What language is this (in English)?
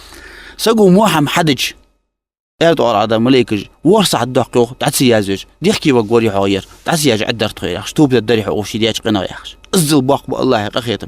Ingush